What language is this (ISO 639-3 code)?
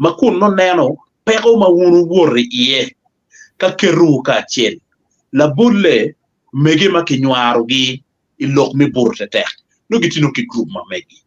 ach